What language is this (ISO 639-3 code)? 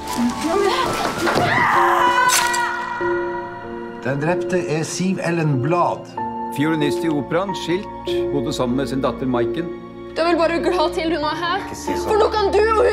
nor